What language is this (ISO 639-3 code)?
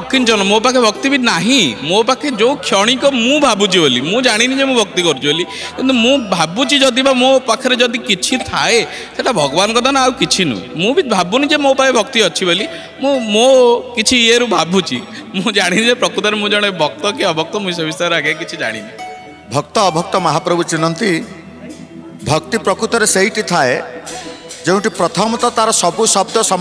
ori